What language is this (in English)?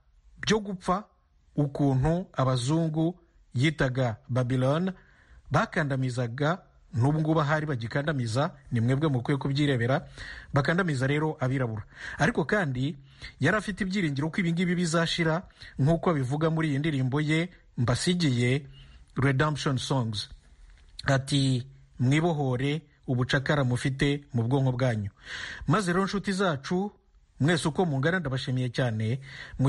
Kinyarwanda